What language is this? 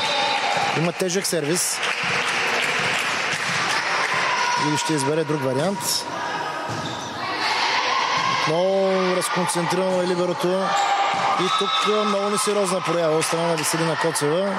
Bulgarian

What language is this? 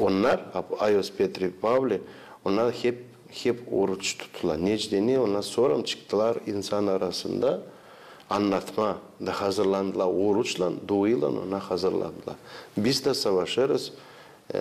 Gagauz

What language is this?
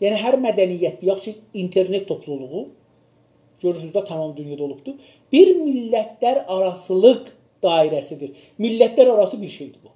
South Azerbaijani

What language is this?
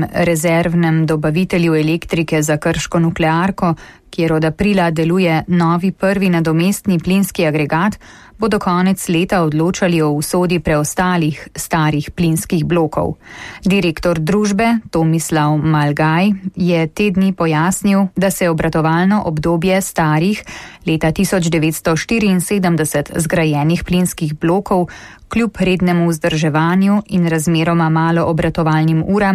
Slovenian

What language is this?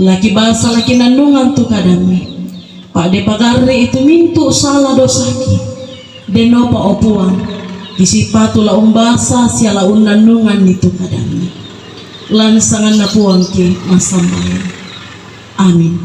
Toraja-Sa'dan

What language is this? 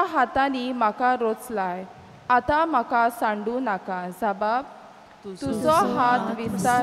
Konkani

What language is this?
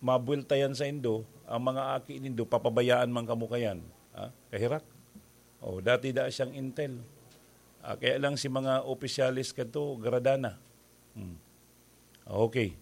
Bikol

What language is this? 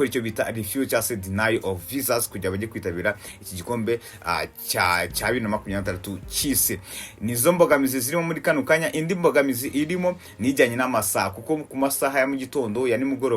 Kinyarwanda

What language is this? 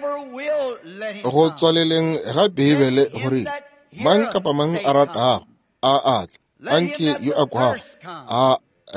Northern Sotho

